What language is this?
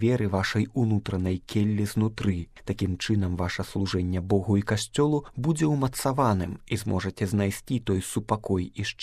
Belarusian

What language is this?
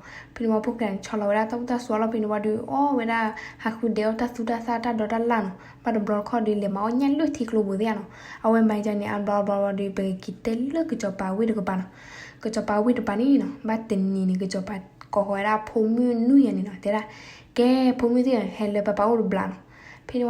S'gaw Karen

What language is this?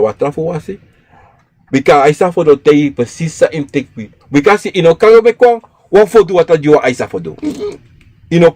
Sranan Tongo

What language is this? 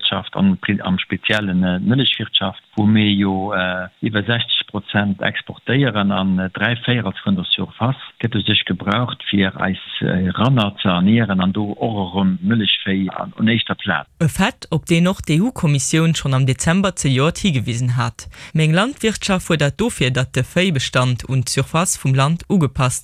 Luxembourgish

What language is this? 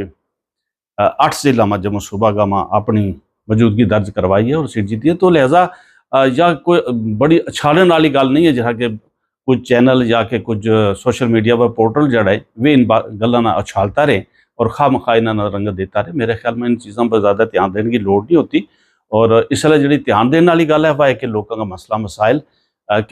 Gujari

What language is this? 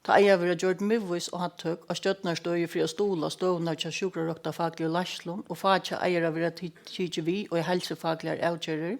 Faroese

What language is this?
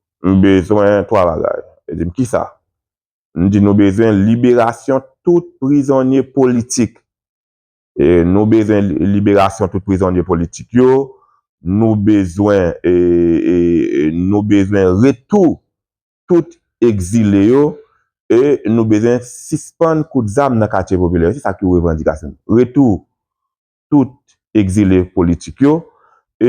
Haitian Creole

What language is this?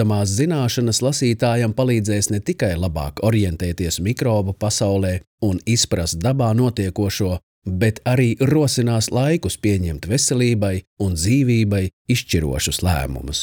Latvian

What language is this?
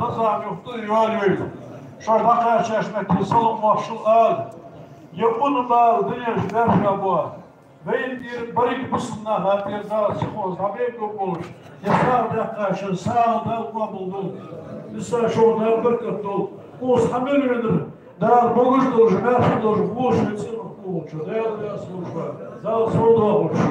Ingush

